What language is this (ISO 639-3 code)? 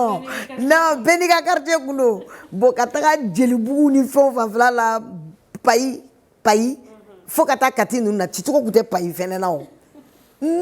bam